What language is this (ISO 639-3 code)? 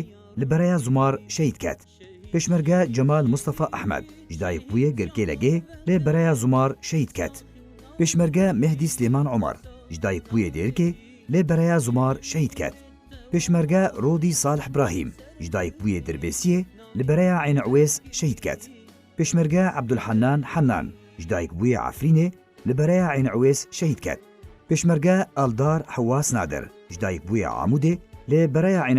kur